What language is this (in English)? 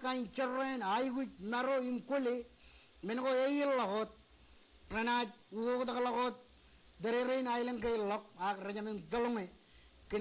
Marshallese